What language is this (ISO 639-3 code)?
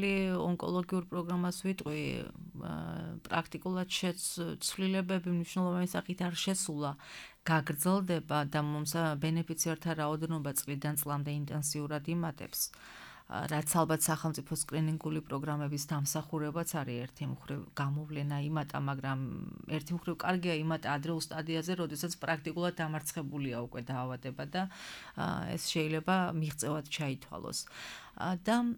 kat